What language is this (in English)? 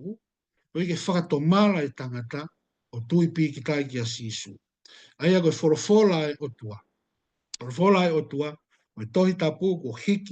Tongan